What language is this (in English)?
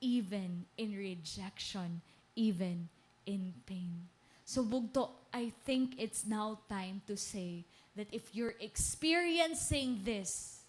Waray